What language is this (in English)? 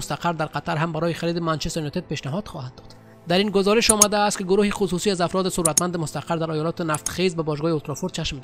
Persian